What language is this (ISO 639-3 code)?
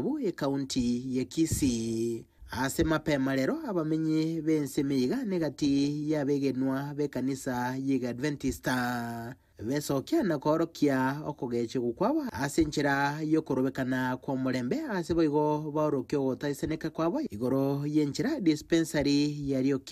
guz